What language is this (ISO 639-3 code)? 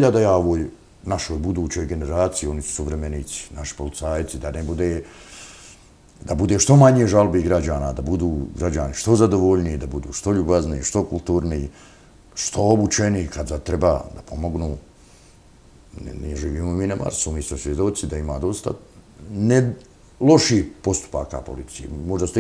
bos